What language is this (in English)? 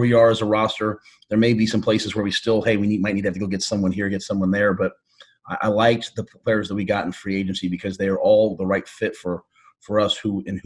English